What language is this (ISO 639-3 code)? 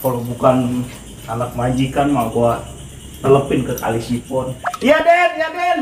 bew